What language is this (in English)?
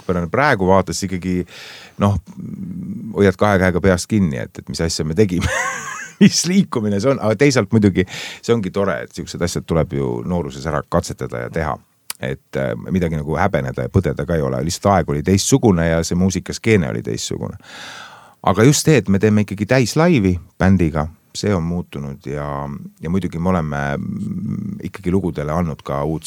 Estonian